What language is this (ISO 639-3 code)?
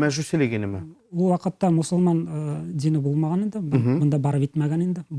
bak